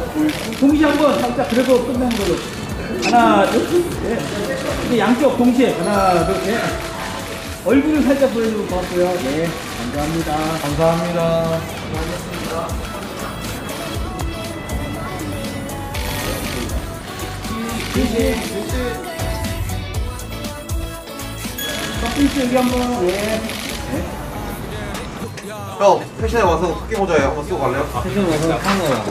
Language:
Korean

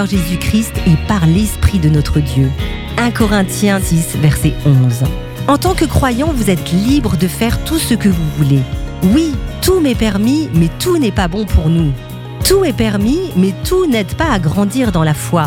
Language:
French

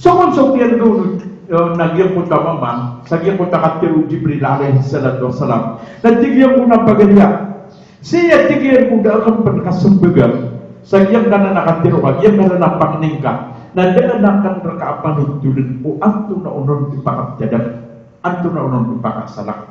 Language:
Maranao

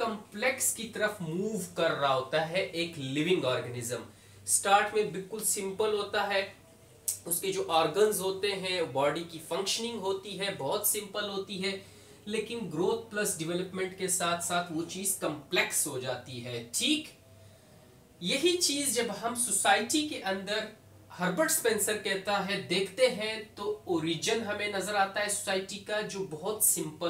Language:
Hindi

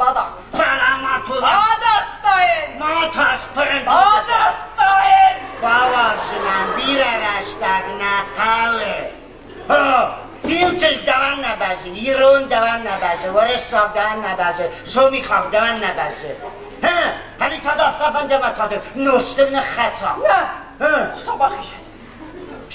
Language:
Ossetic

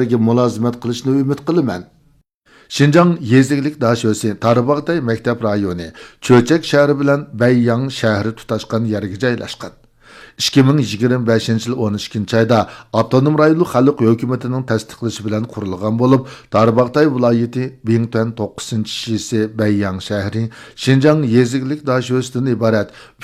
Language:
Uyghur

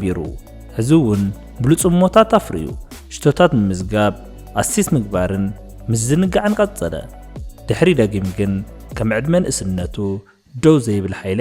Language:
Tigrinya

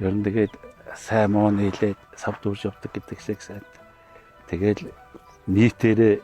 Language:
Mongolian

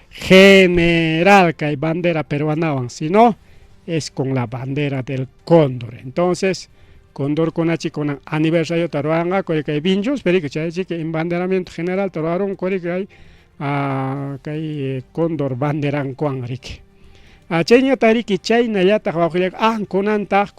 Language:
Ayacucho Quechua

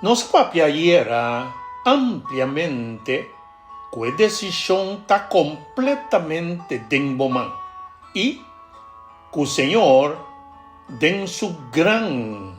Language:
Papiamento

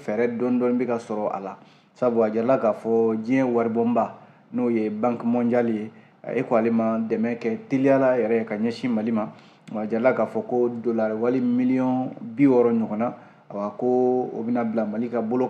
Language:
Bambara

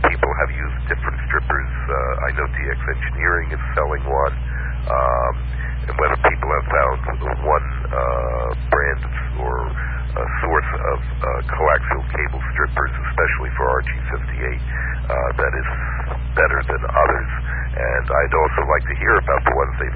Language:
English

